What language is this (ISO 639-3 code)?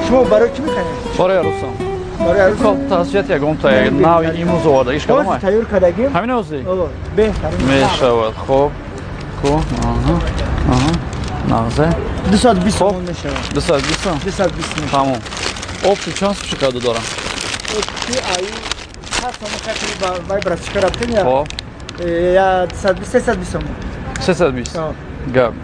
tgk